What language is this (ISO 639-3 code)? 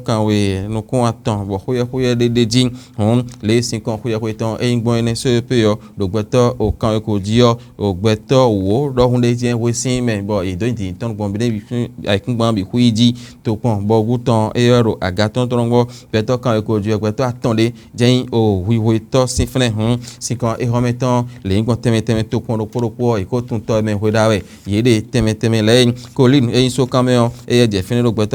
fon